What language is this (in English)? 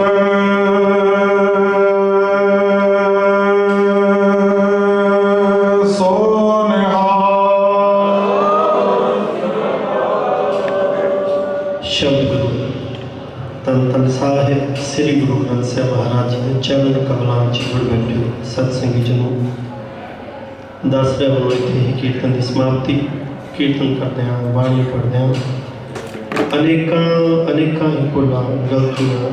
Hindi